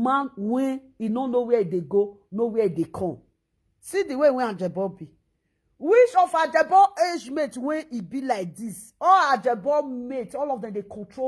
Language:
Nigerian Pidgin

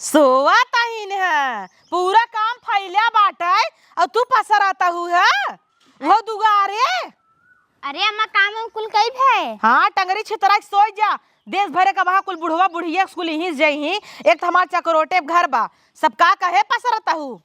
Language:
Awadhi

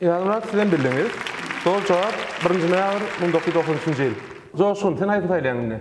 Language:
Turkmen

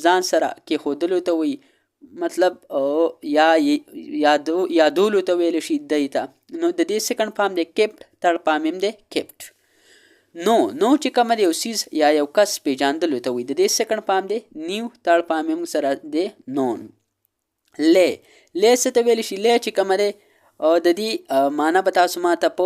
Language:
Pashto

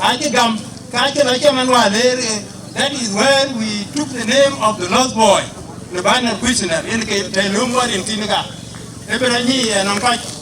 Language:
Dinka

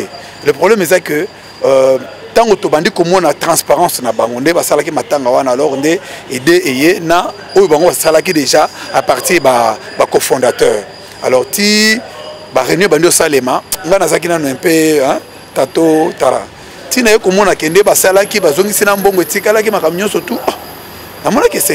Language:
Lingala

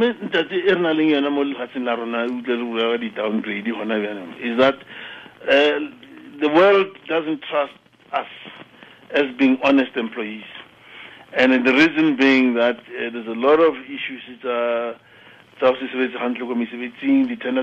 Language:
Tswana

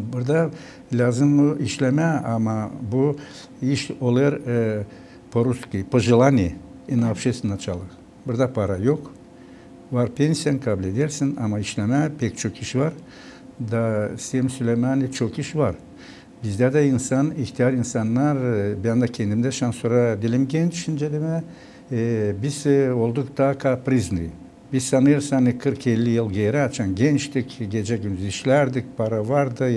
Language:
Gagauz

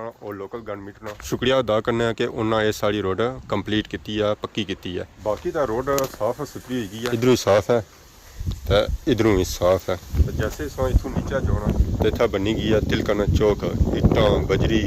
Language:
Pahari-Potwari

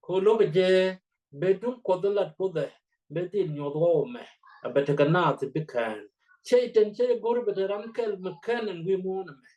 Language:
Nuer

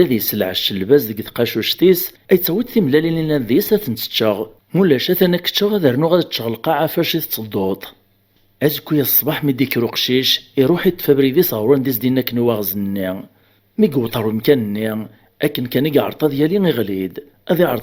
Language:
Kabyle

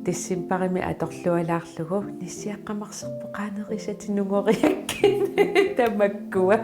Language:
Kalaallisut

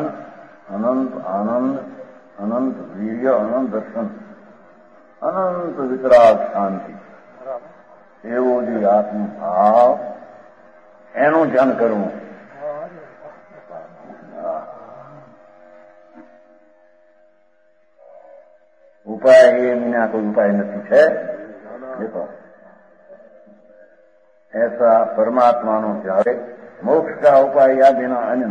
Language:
Gujarati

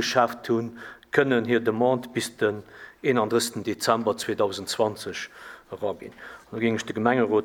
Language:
Luxembourgish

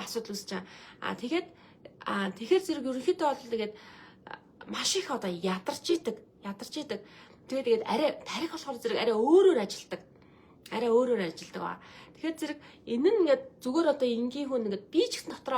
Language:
Mongolian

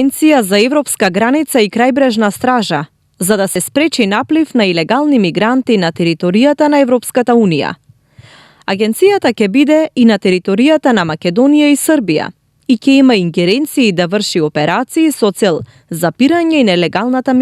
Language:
Macedonian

